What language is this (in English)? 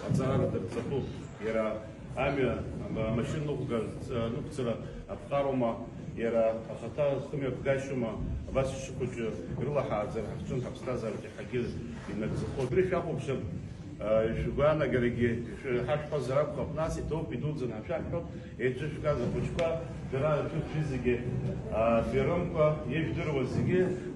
Abkhazian